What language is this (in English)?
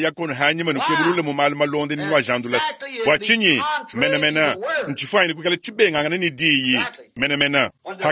Luba-Lulua